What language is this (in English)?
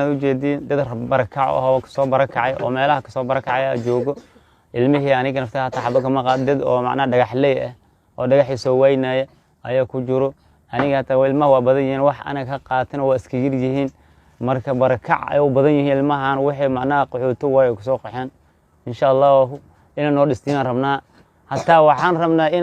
Somali